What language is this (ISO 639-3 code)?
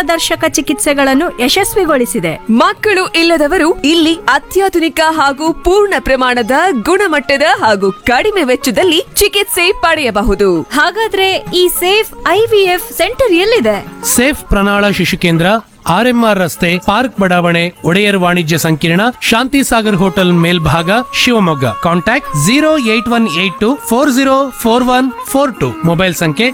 kan